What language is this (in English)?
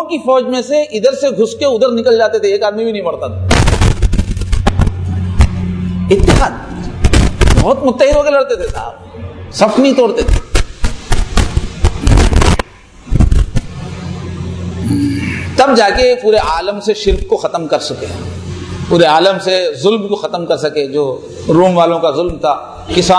Urdu